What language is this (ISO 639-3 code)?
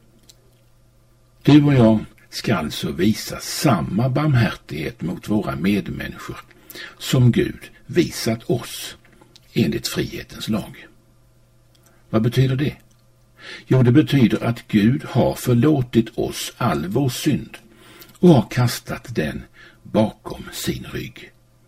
swe